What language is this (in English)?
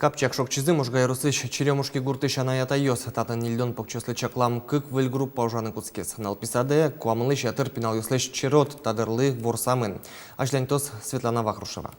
Udmurt